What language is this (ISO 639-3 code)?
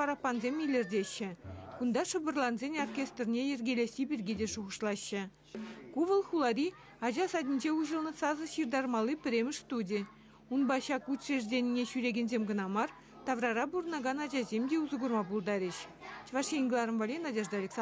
chv